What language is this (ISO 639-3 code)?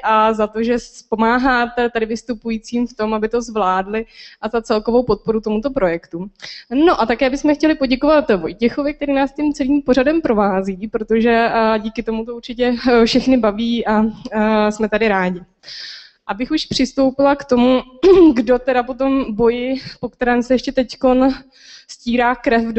ces